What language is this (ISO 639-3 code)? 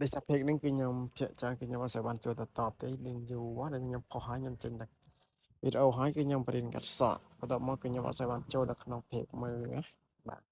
khm